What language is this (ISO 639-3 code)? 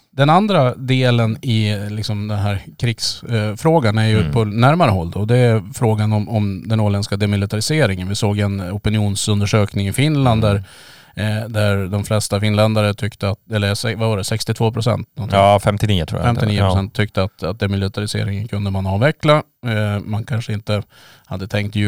swe